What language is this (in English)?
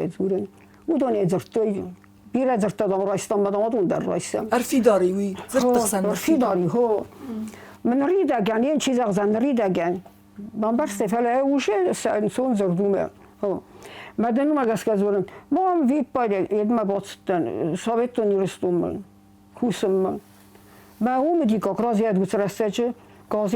Ossetic